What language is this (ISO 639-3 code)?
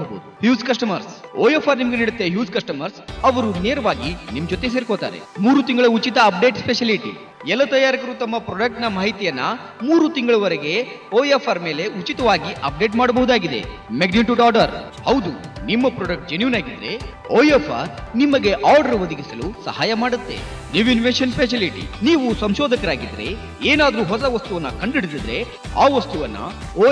kan